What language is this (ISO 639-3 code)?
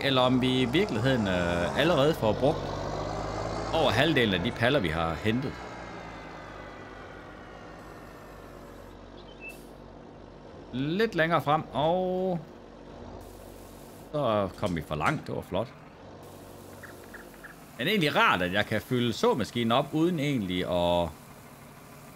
dan